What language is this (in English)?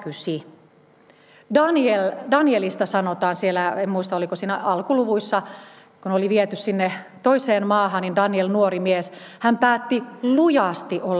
Finnish